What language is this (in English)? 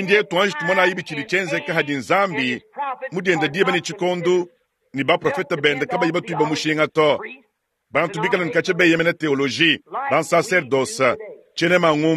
Luba-Lulua